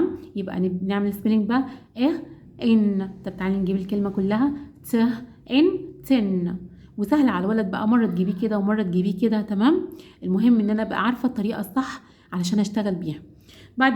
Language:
Egyptian Arabic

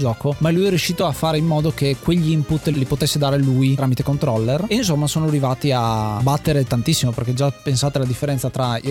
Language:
Italian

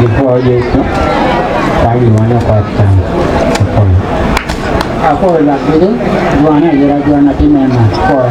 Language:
Acoli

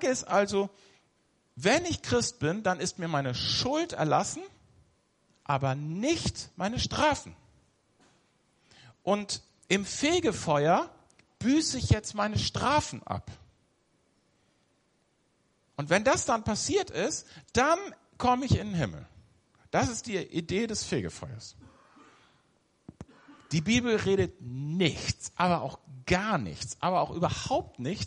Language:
German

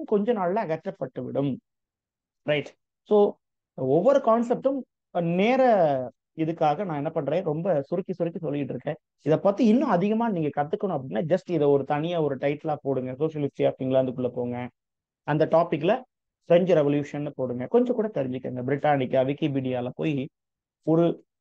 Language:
Tamil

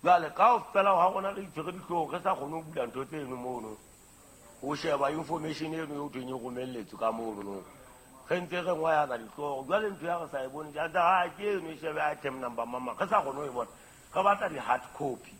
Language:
Southern Sotho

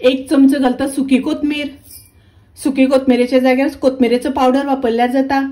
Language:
Konkani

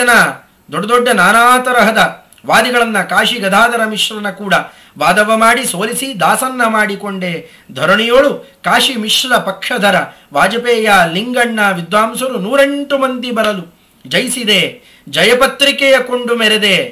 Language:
Kannada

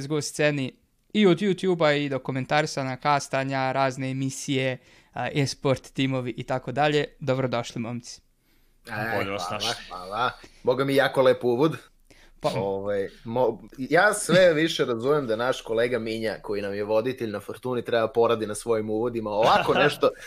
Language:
Serbian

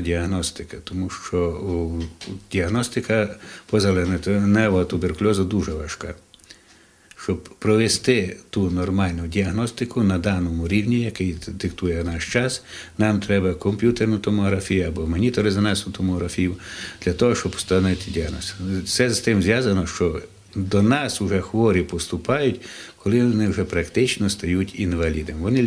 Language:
Ukrainian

